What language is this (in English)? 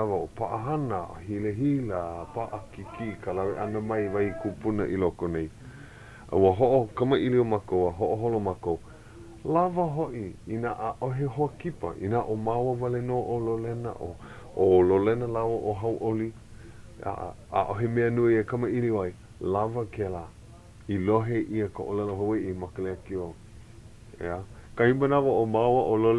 Hawaiian